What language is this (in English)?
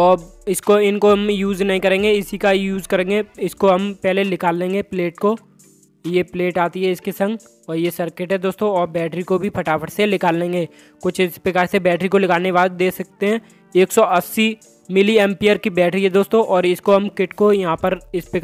Hindi